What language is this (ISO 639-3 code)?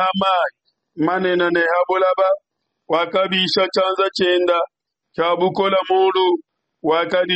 lua